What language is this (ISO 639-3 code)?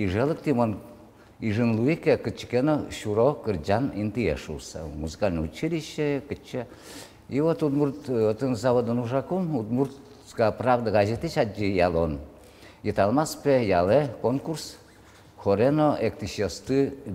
udm